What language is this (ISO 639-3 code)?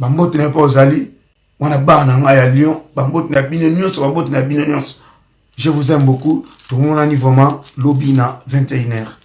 lin